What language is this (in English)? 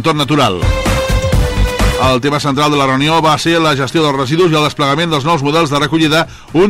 Catalan